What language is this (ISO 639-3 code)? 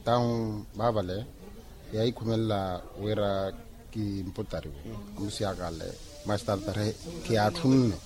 vmw